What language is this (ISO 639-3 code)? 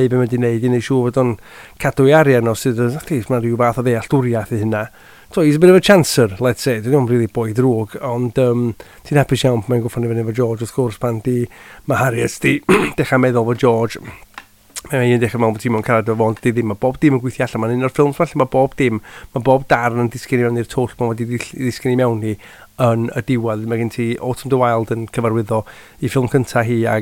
cym